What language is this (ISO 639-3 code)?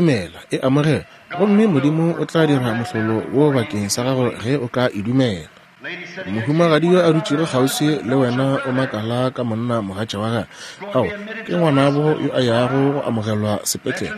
nso